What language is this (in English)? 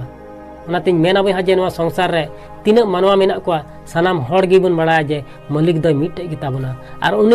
Santali